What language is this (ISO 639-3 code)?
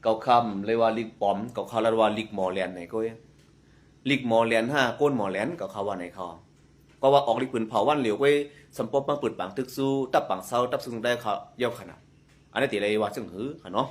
shn